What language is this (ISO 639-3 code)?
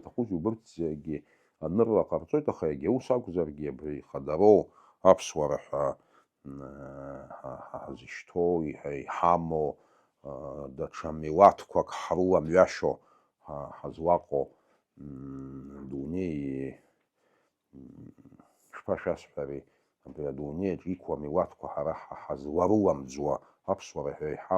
abk